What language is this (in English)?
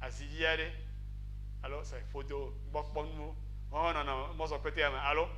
Ewe